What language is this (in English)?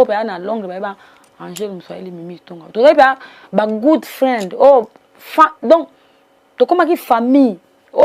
Lingala